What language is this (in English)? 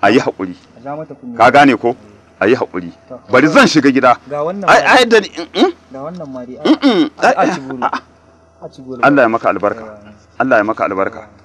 Hausa